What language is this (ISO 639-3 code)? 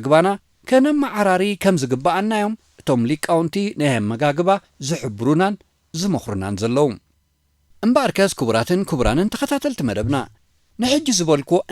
tir